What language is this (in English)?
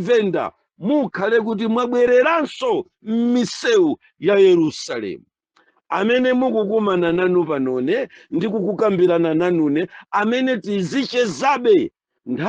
Nyanja